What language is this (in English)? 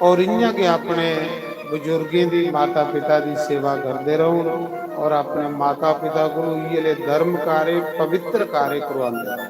Dogri